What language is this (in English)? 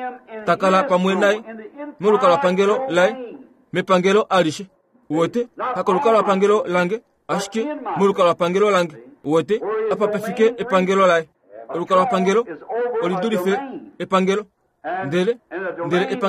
Kuanyama